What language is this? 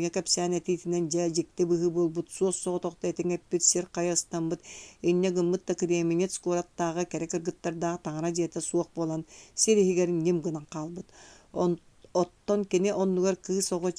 Yakut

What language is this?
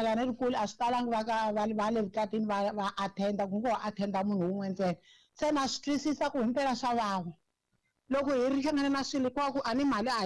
Tsonga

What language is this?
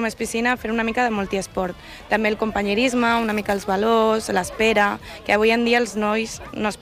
Catalan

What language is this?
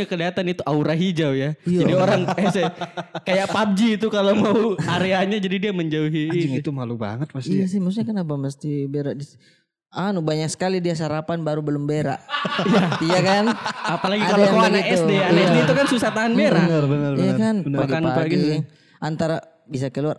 Indonesian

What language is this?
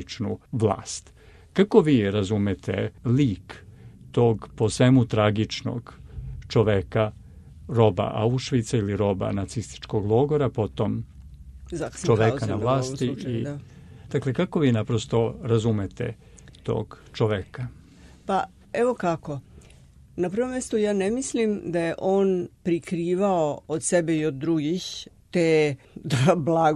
Serbian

